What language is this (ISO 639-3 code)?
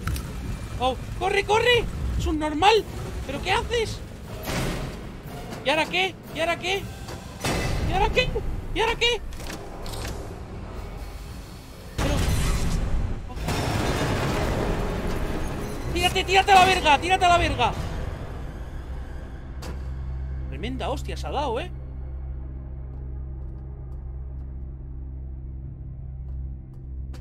spa